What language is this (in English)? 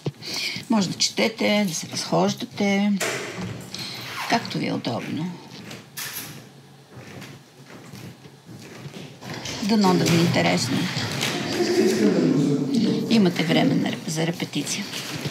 Bulgarian